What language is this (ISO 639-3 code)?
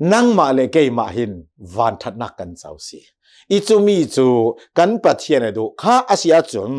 cnh